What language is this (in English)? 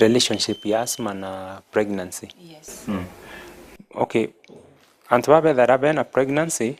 Meru